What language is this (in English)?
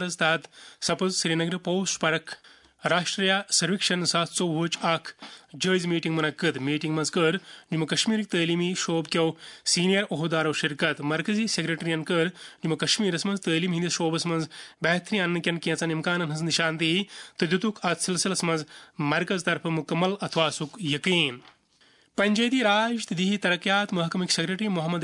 Kashmiri